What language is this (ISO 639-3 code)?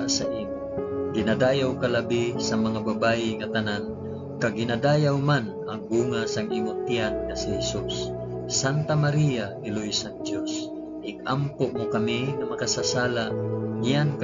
hil